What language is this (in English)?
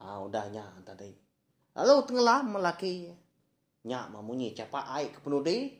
Iban